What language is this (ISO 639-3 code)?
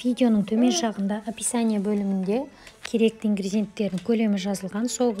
kaz